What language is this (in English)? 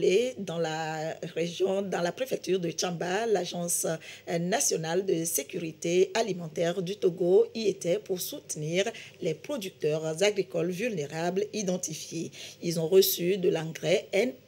French